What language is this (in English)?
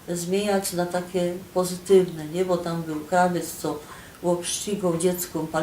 Silesian